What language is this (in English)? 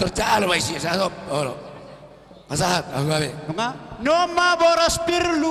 Batak Toba